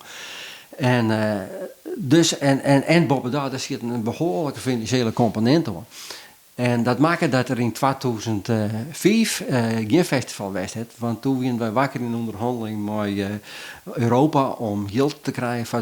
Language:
Western Frisian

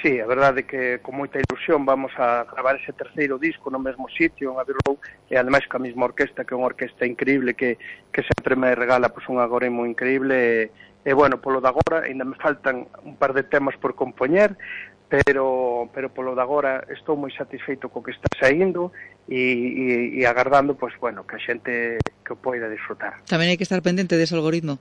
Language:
Galician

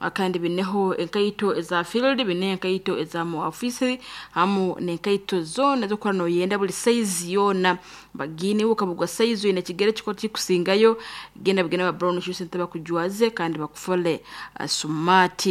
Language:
Nyoro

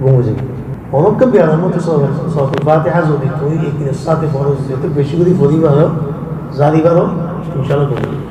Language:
Rohingya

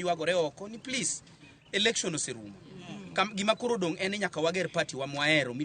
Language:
Luo (Kenya and Tanzania)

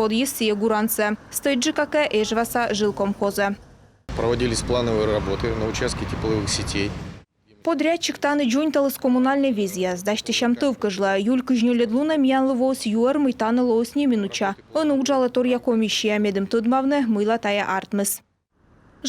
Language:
Komi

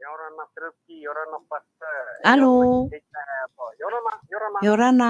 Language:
Tahitian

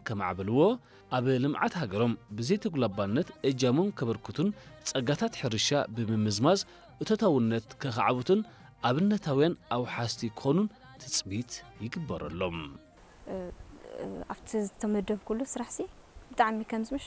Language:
Tigrinya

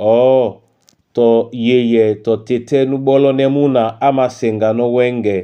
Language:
Duala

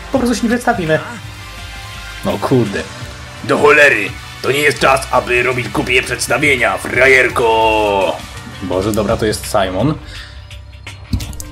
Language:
Polish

